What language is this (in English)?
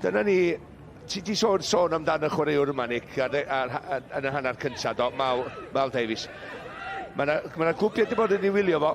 Welsh